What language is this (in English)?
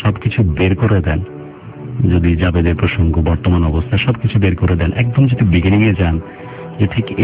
Bangla